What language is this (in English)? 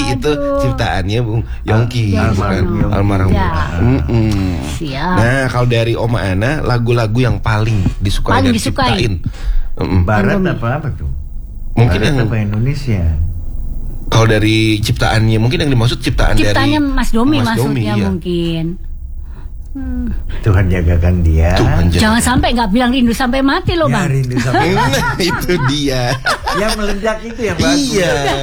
Indonesian